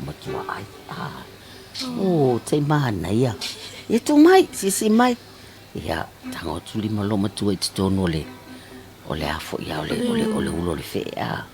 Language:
Samoan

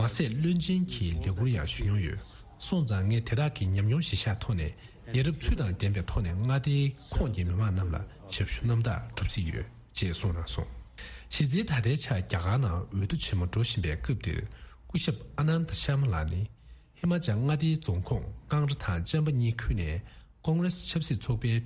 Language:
Tibetan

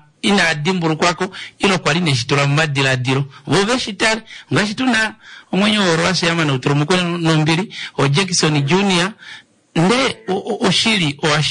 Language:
Kuanyama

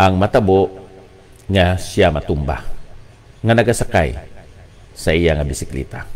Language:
Hiligaynon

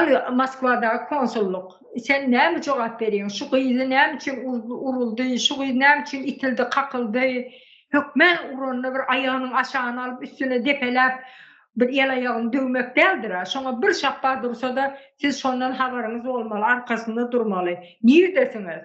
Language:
Turkmen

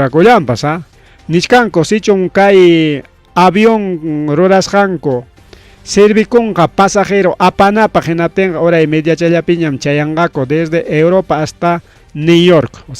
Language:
Ayacucho Quechua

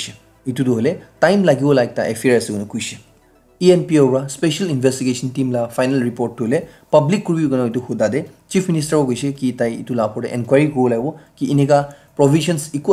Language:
Naga Pidgin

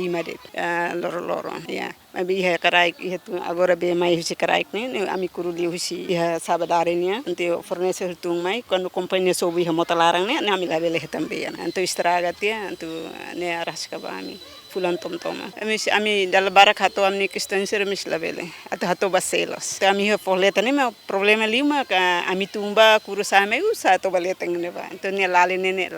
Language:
Tetum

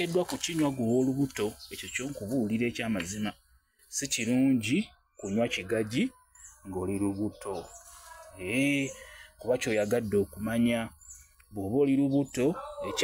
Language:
Ganda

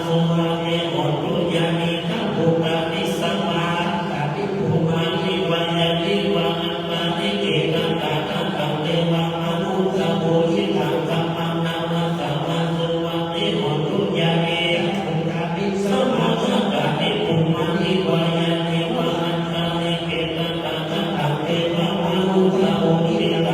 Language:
Pali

